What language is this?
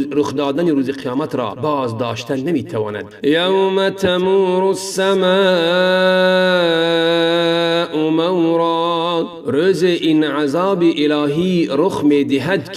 Tajik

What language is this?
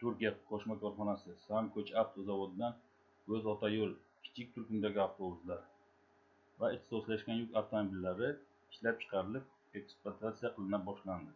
Uzbek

